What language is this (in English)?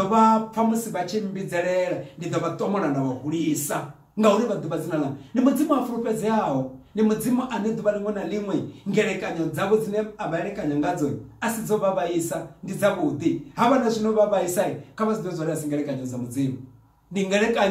Venda